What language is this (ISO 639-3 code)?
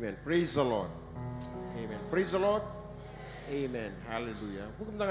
fij